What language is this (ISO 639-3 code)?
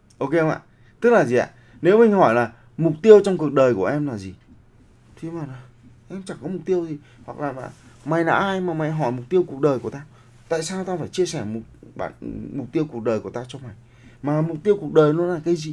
vie